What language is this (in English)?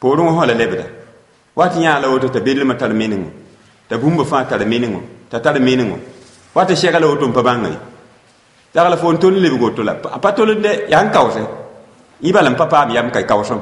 Mossi